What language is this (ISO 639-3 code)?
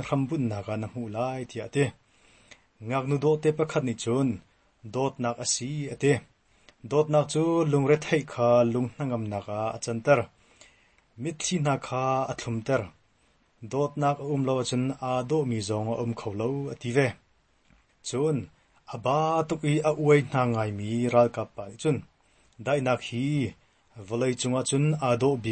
cnh